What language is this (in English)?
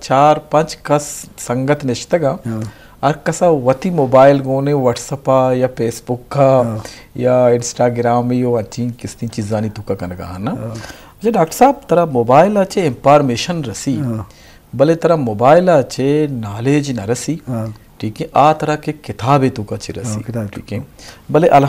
Eastern Balochi